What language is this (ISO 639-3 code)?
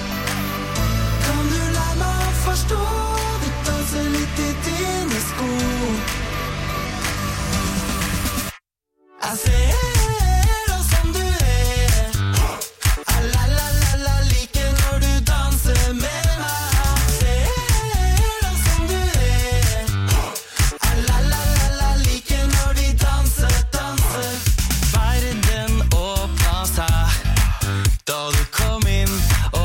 nor